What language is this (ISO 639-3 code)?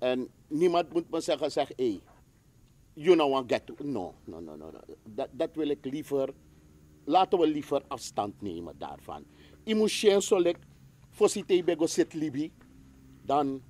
srn